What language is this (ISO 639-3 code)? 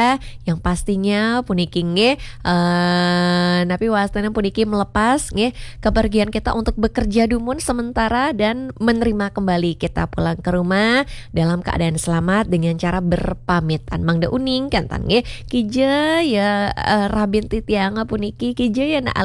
ban